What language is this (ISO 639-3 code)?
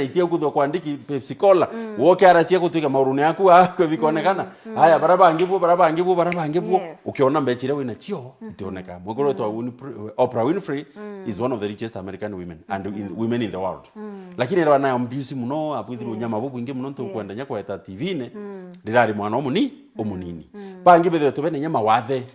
mer